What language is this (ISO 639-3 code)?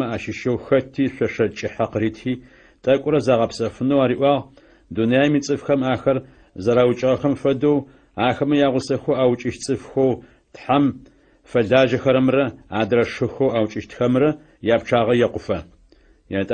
ady